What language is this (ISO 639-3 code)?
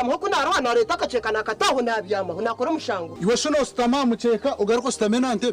nyn